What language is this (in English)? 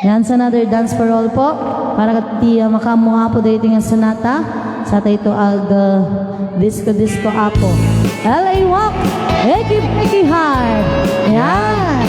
Iloko